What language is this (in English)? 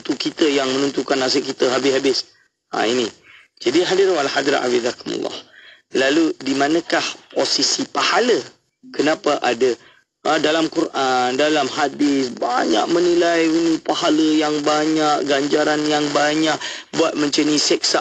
Malay